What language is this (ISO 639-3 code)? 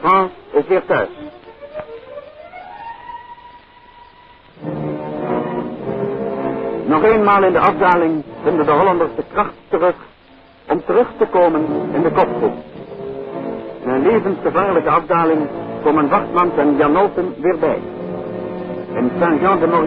nld